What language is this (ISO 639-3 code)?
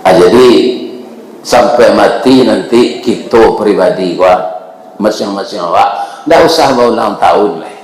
min